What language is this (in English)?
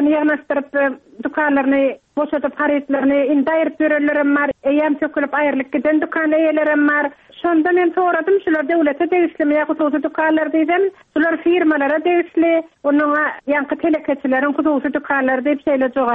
Turkmen